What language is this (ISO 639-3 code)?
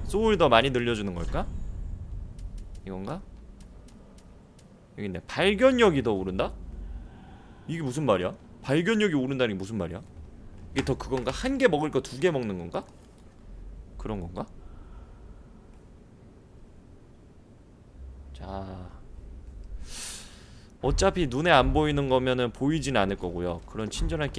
kor